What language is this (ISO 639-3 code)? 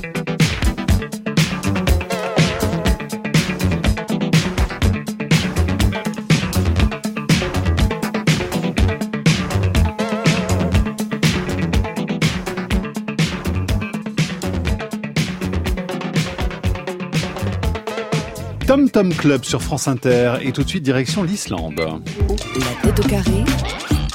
fra